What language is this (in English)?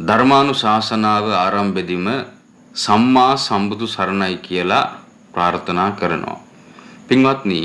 Sinhala